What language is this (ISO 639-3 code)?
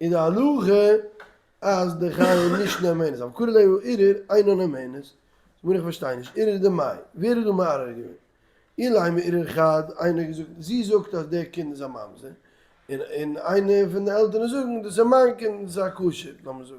yid